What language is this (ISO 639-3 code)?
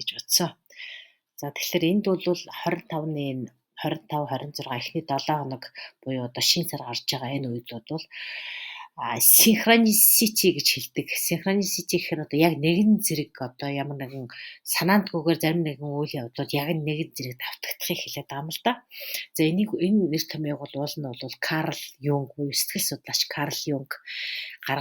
mon